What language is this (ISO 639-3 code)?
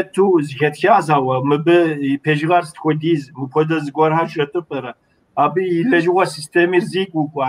kbd